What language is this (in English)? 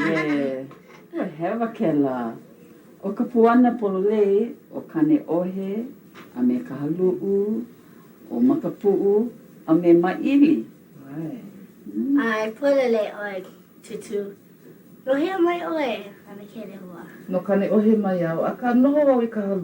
Hawaiian